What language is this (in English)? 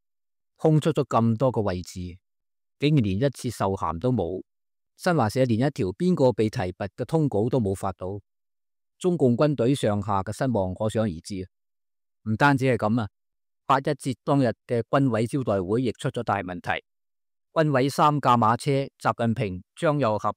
Cantonese